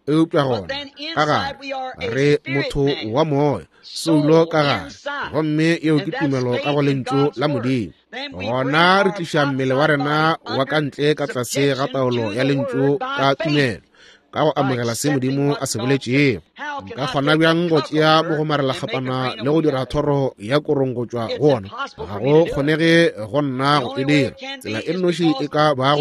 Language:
Northern Sotho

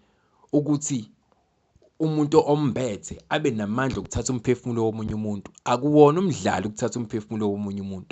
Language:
Zulu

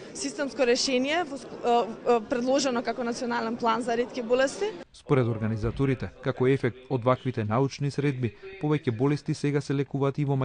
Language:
Macedonian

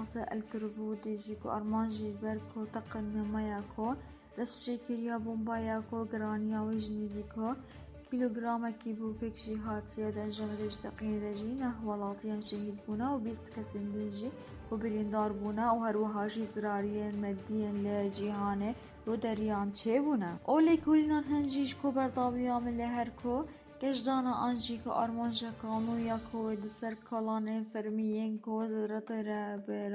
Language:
Kurdish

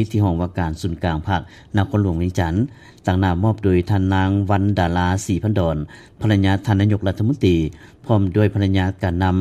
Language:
Lao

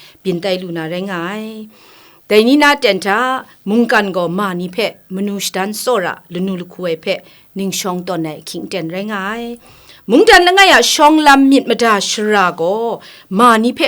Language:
Kachin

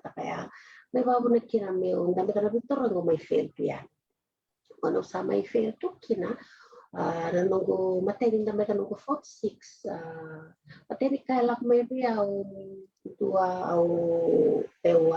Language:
Fijian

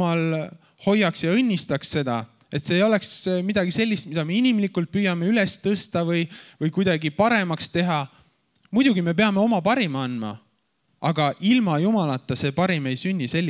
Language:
Estonian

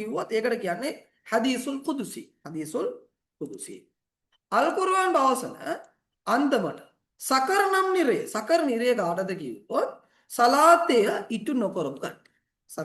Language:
Sinhala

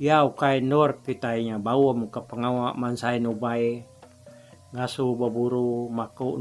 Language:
Iban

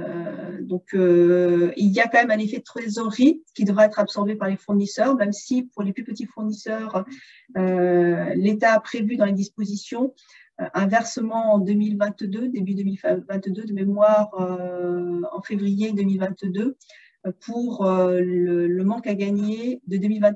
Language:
French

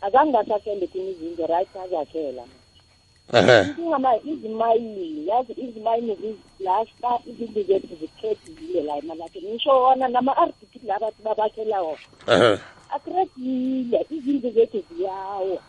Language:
South Ndebele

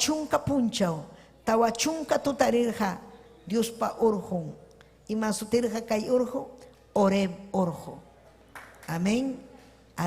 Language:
Ayacucho Quechua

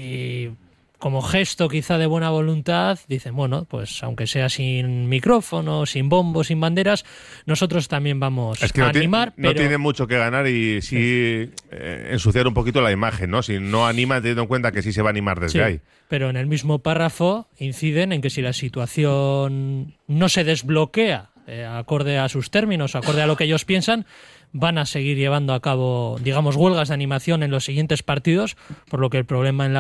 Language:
Spanish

